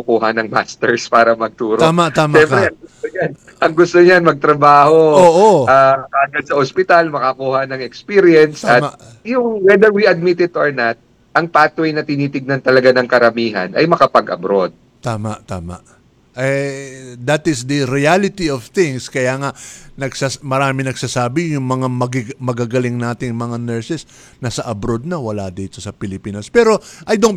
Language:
Filipino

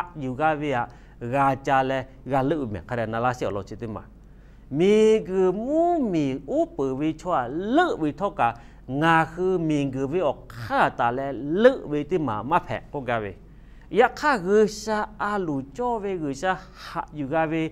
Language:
Lahu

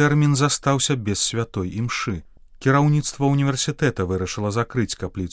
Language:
Belarusian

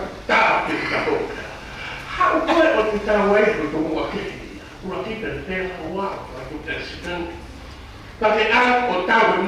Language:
Tongan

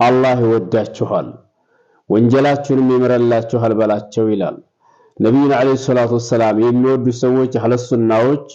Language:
Amharic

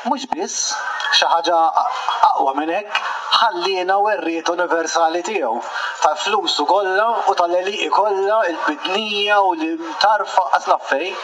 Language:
Maltese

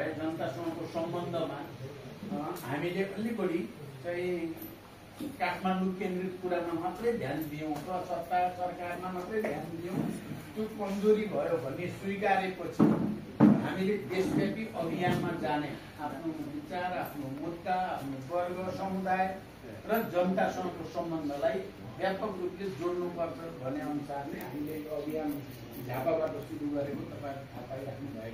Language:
Nepali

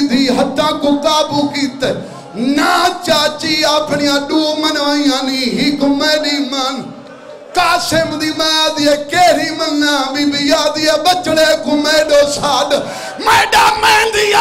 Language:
Saraiki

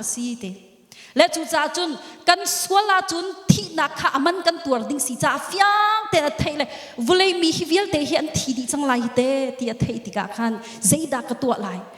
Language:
Hakha Chin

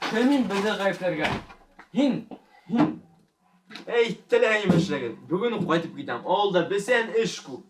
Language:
Bashkir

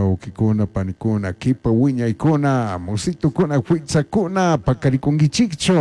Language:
Chimborazo Highland Quichua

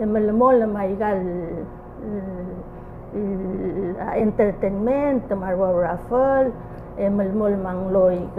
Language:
Palauan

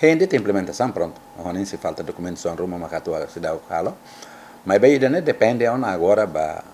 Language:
Tetum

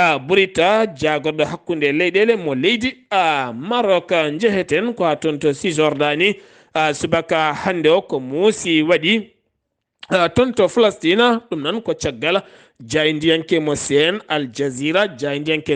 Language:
Fula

